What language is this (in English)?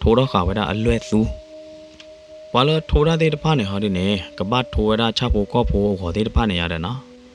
S'gaw Karen